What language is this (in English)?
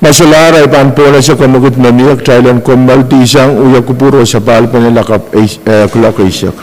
Pohnpeian